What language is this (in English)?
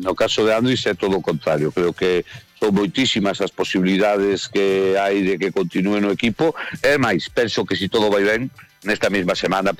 Galician